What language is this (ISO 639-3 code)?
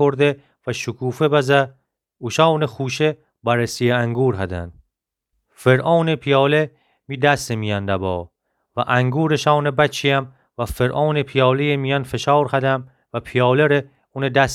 glk